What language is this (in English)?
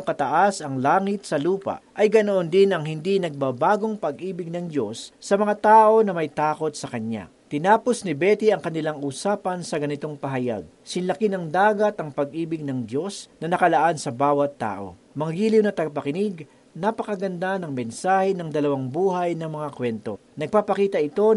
Filipino